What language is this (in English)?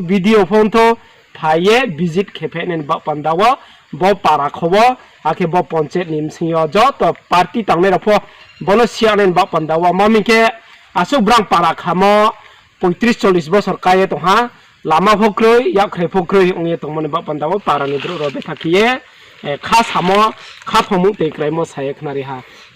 Riang (India)